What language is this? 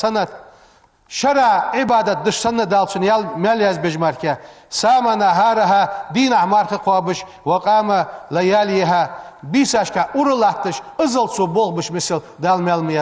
Ingush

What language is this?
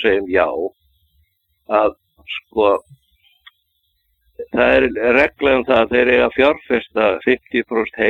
Icelandic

